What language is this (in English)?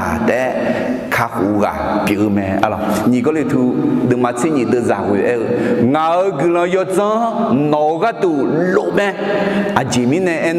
Akha